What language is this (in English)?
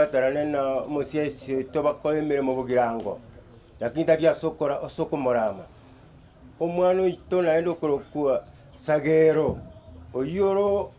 Gusii